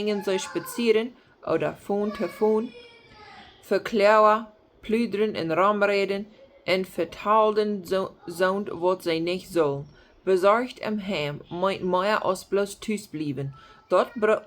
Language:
Plautdietsch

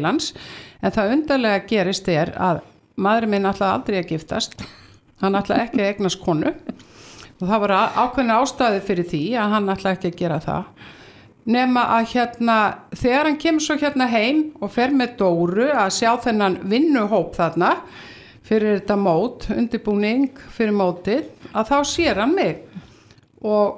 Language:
Icelandic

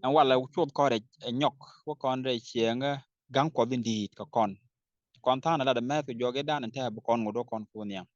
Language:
Nuer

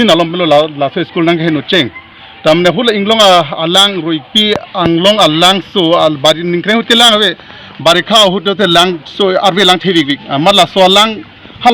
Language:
Karbi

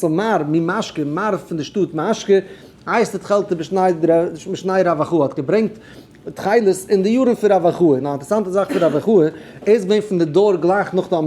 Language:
Yiddish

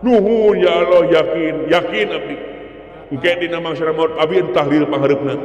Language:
Sundanese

